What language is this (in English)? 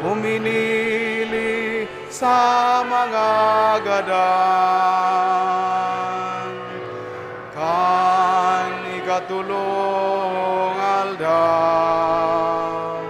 Bikol